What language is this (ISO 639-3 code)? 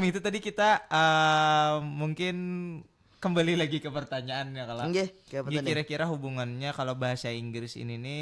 bjn